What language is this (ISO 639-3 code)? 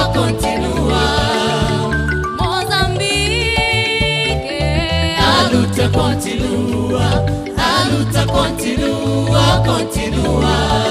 swa